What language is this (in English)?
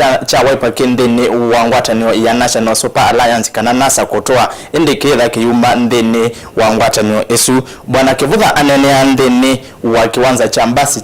Kamba